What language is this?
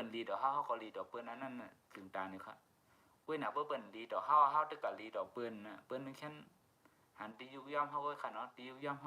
Shan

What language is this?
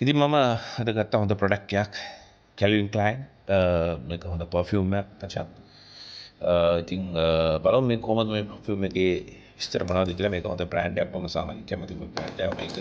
Sinhala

